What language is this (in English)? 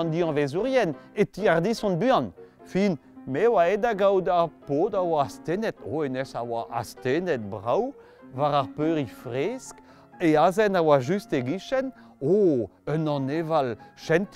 Breton